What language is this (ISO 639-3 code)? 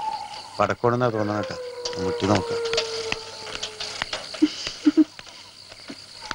mal